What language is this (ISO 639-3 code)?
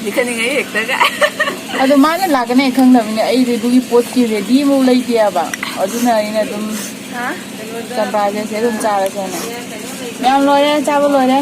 mni